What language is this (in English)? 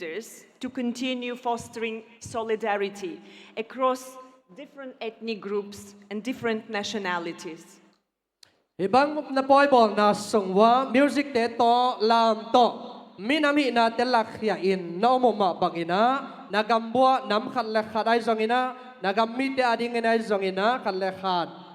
Tedim Chin